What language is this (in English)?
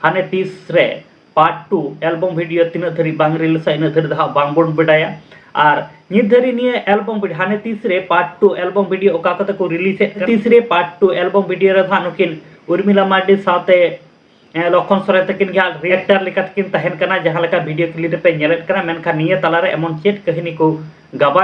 Santali